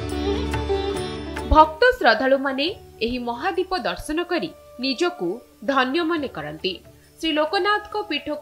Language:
Odia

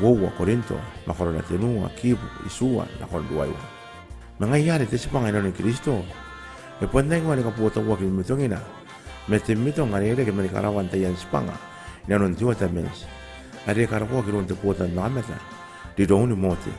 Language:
Gilbertese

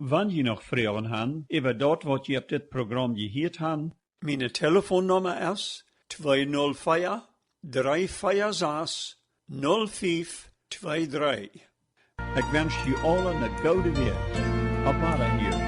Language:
Plautdietsch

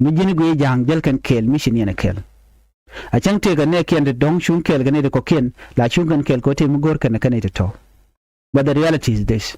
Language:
Nuer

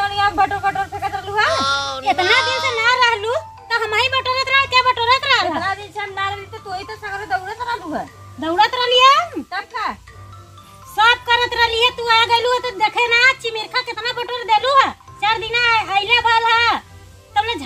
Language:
Bhojpuri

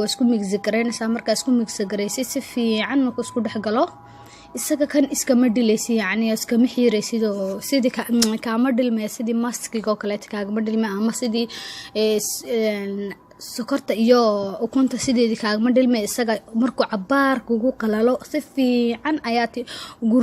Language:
Somali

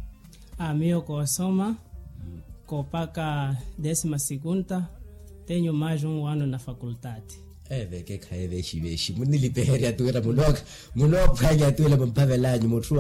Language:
Makhuwa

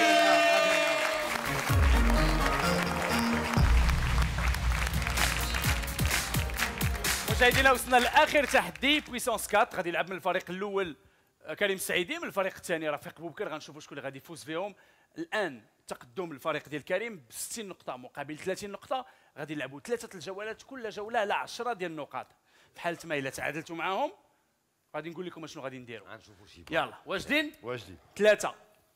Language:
Moroccan Arabic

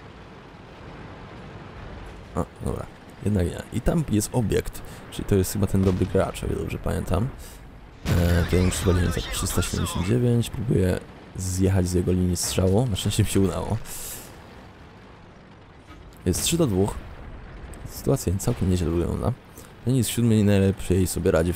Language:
Polish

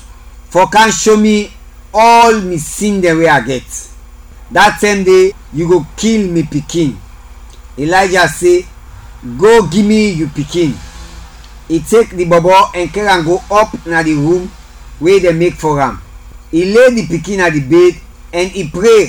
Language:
Krio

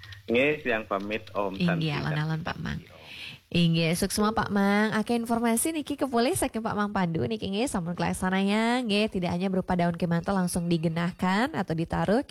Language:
Balinese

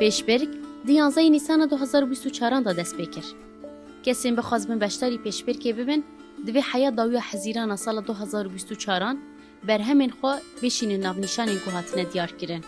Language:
Kurdish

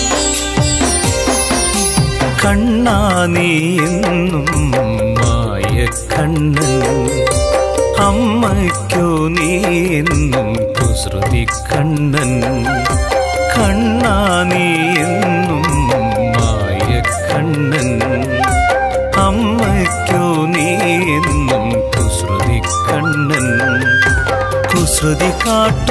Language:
Malayalam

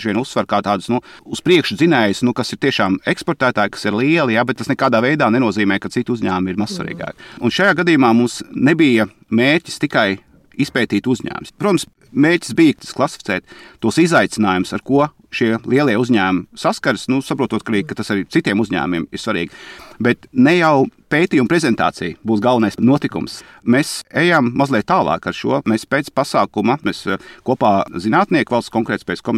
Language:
Latvian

